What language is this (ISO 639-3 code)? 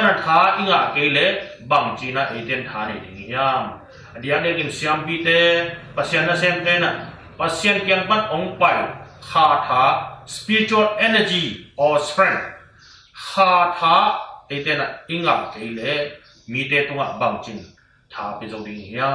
ctd